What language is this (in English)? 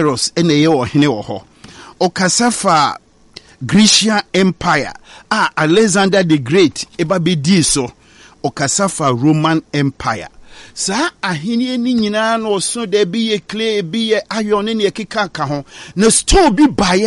Akan